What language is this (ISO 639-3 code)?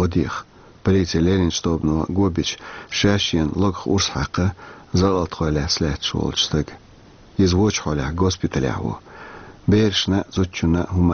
che